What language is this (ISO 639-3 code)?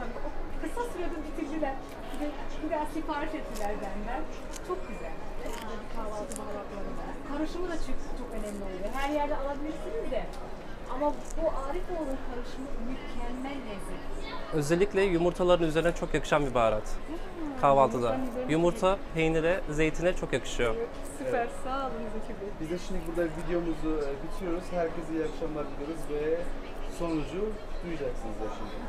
tur